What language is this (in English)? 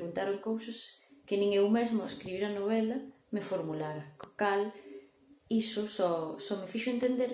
Galician